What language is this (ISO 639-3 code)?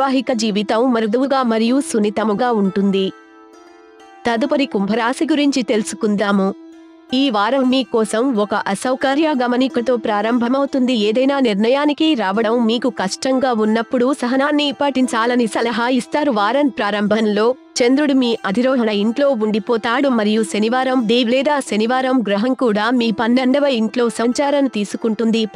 tel